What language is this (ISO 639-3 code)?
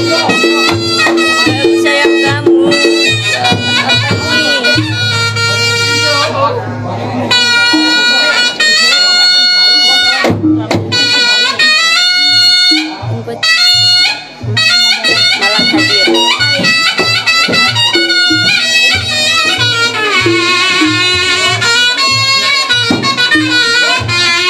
ind